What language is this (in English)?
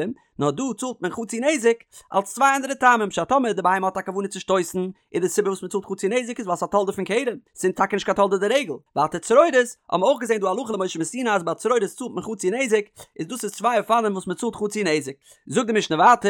Yiddish